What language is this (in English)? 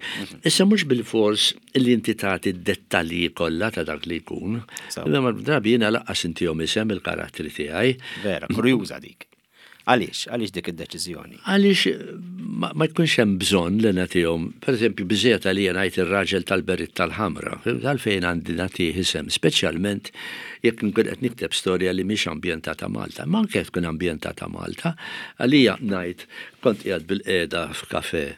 Maltese